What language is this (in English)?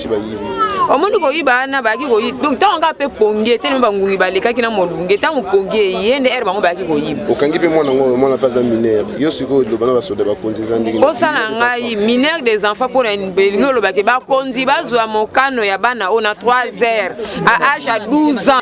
Lingala